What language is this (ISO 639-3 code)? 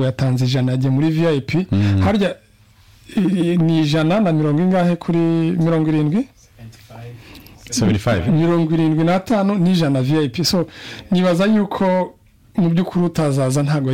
kin